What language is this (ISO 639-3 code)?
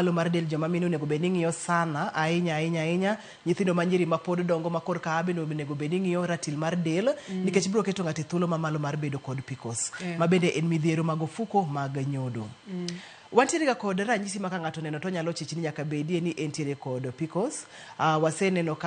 luo